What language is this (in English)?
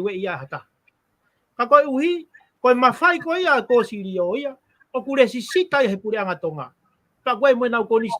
Tongan